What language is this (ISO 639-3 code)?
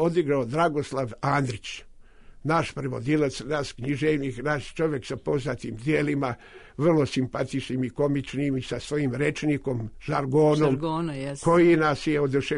srp